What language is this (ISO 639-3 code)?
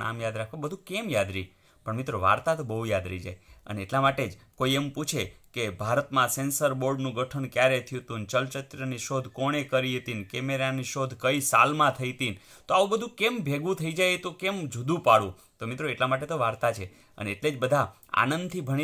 guj